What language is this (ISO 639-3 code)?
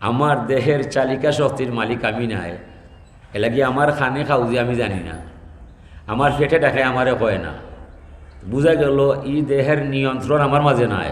syl